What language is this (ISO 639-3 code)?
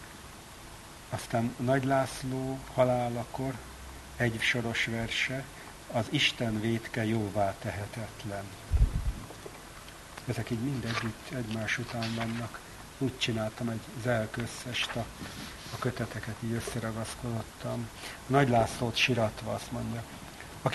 hun